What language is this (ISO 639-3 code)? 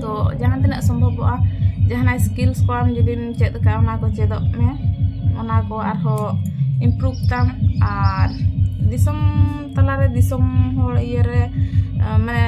sat